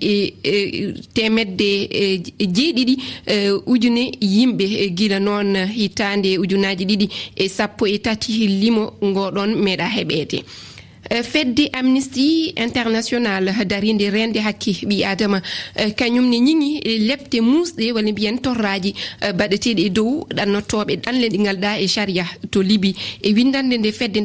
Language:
Fula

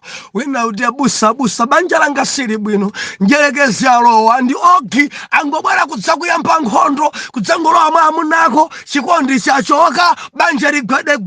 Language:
Nyanja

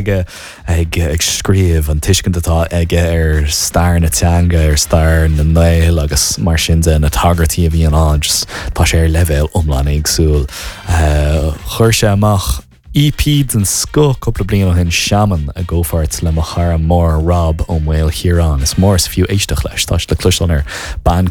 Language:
Irish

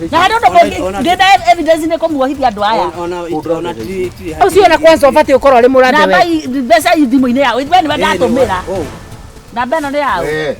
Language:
Kikuyu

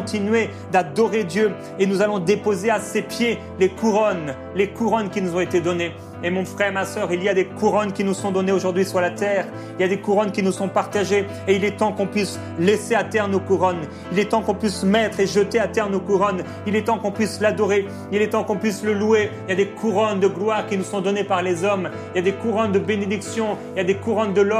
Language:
French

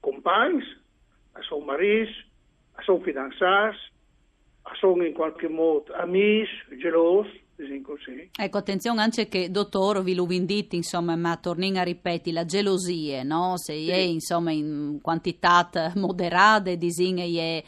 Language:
Friulian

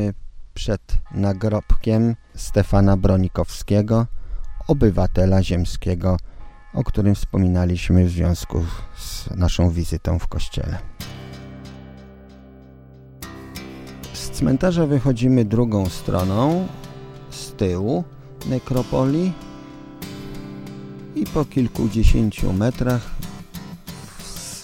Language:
Polish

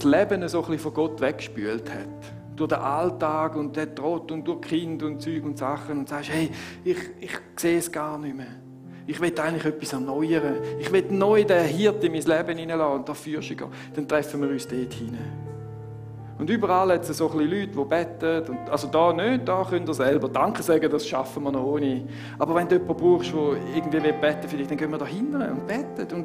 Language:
Swiss German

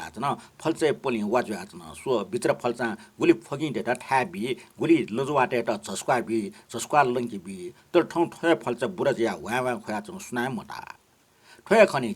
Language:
Newari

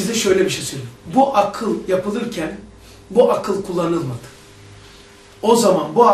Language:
Turkish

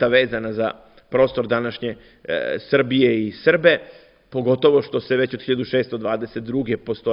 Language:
Serbian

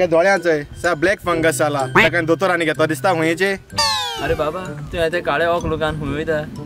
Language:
Konkani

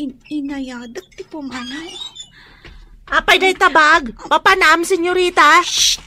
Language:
Iloko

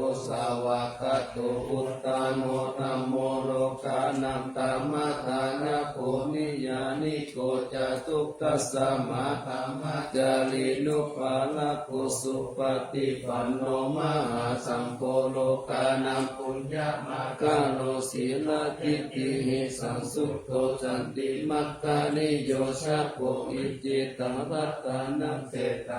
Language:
Pali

